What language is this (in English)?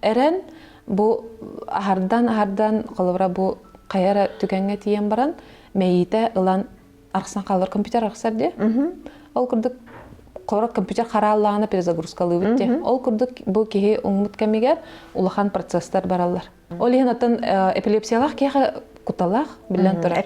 Yakut